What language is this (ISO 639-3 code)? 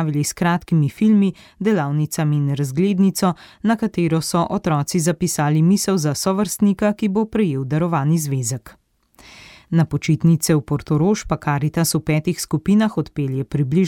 slv